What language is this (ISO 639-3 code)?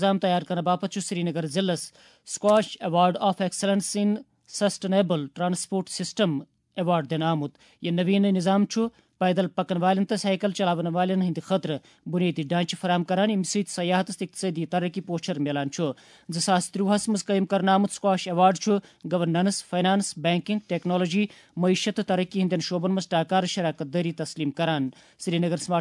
kas